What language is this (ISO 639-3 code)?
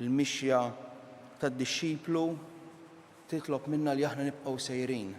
mlt